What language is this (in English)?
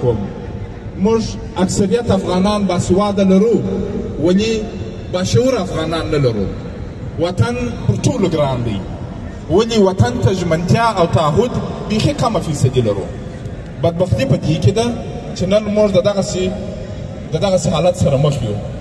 Pashto